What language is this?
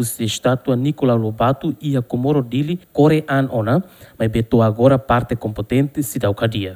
Tetum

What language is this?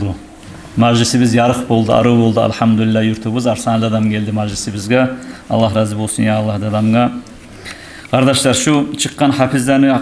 Kumyk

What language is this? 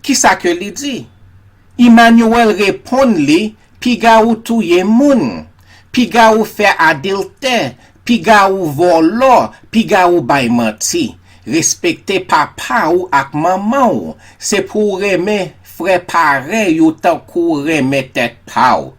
Haitian Creole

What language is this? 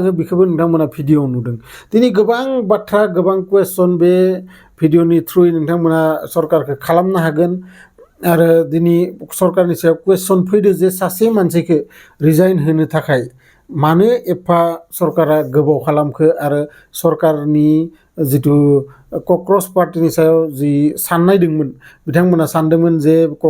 Bodo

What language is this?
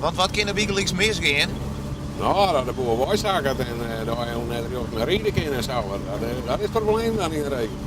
Western Frisian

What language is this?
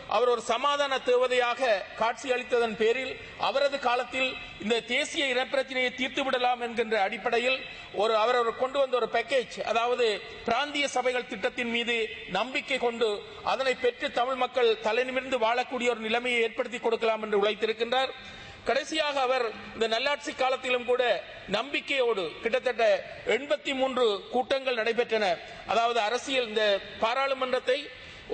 Tamil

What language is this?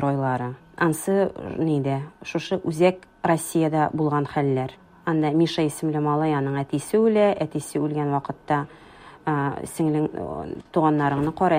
Tatar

